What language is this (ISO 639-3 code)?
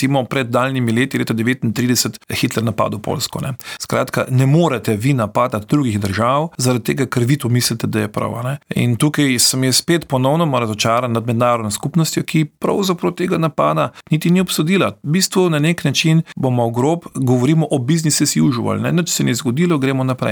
slv